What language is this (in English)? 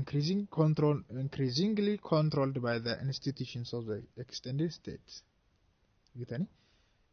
Oromo